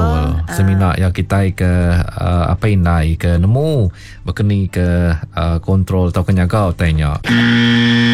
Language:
Iban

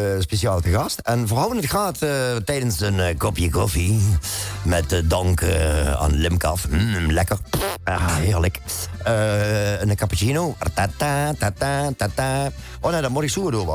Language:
Limburgish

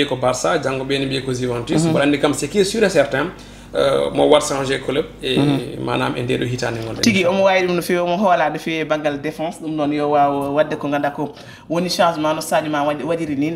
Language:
Fula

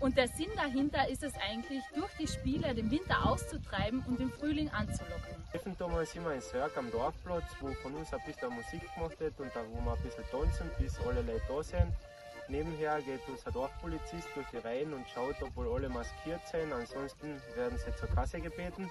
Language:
Bavarian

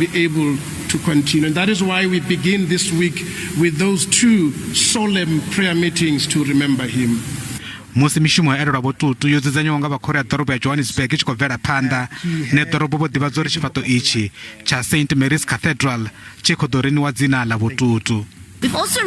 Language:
Venda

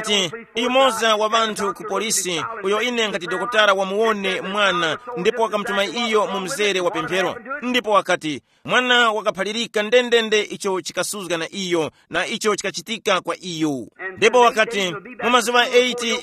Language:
Tumbuka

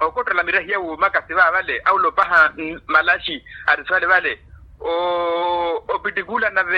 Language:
Makhuwa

